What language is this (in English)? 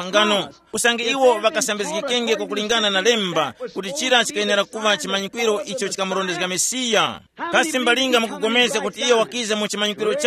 Tumbuka